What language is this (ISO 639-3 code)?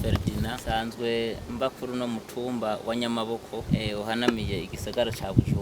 run